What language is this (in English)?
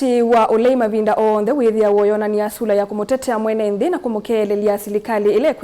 Kamba